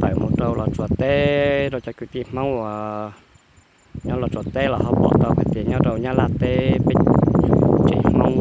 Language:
Hmong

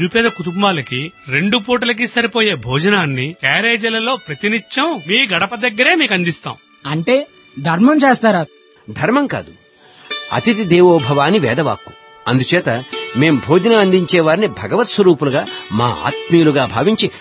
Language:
Telugu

